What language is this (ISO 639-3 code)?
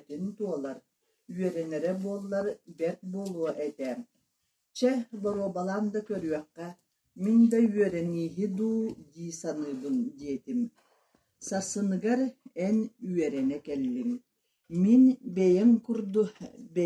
sah